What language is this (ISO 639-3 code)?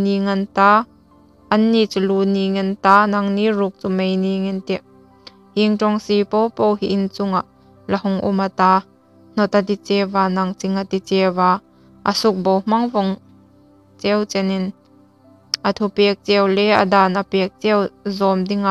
hmr